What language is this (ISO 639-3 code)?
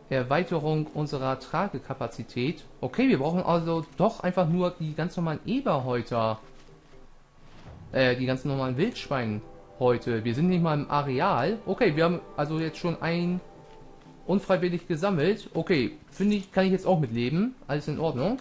deu